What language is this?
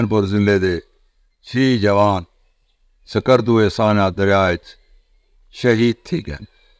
Saraiki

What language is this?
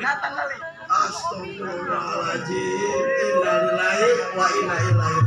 Betawi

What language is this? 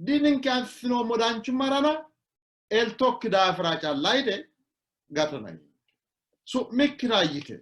Sidamo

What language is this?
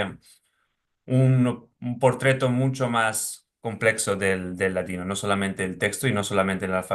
Ladino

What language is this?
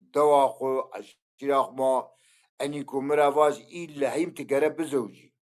Zaza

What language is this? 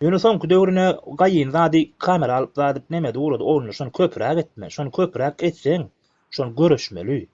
Turkmen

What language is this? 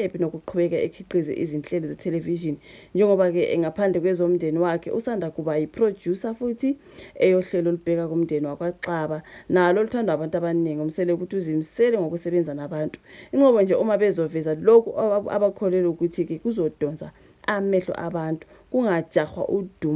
Zulu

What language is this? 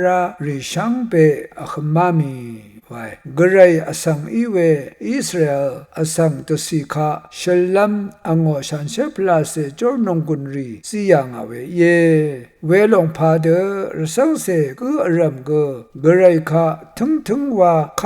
Rawang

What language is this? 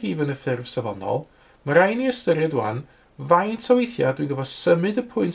Welsh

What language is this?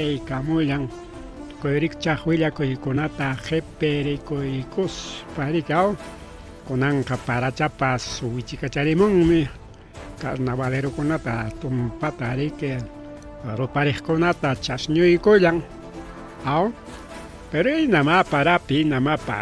Ayacucho Quechua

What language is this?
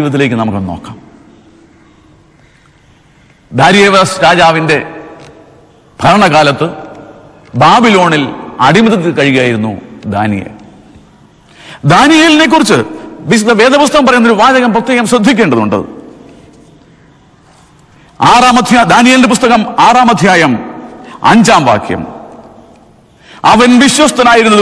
Malayalam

